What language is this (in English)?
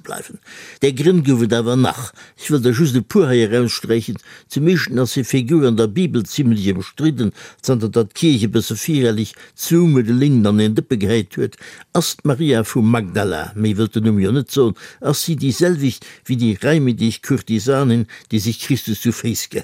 Luxembourgish